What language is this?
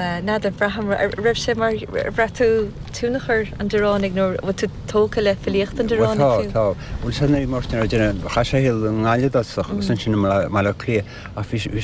Irish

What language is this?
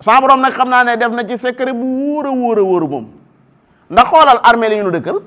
Wolof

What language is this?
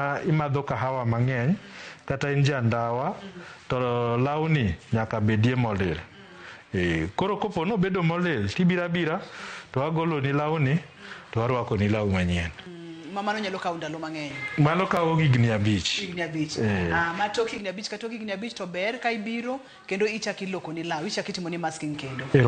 Luo (Kenya and Tanzania)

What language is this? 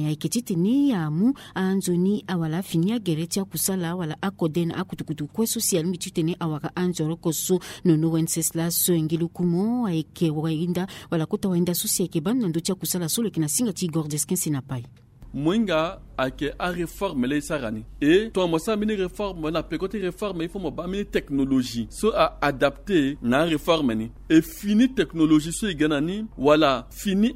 Sango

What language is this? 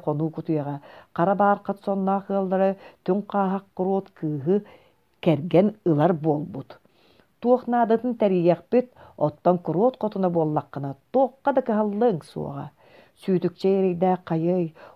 Yakut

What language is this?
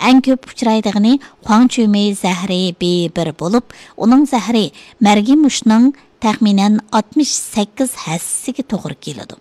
Uyghur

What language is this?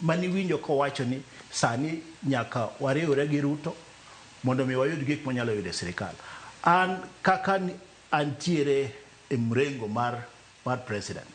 Luo (Kenya and Tanzania)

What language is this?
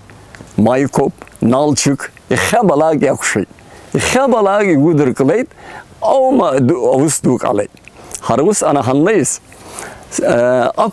Abkhazian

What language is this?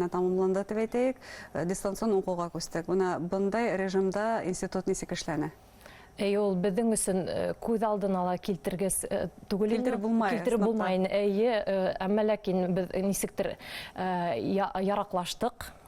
Bashkir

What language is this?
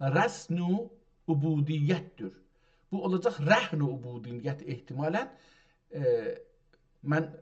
South Azerbaijani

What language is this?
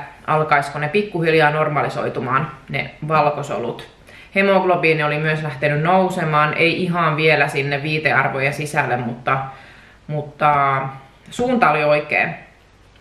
Finnish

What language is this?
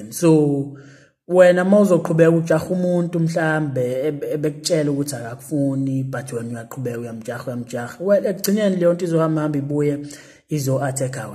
Zulu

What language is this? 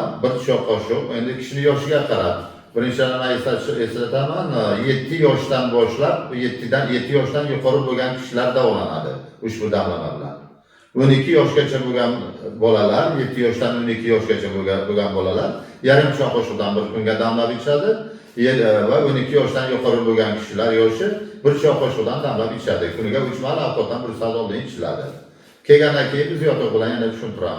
Uzbek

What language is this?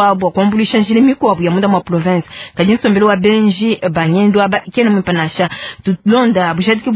Luba-Lulua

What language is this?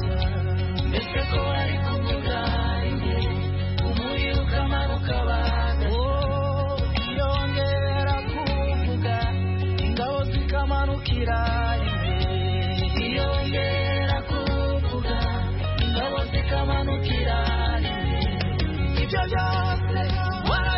Kinyarwanda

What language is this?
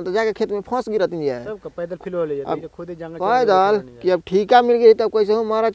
Bhojpuri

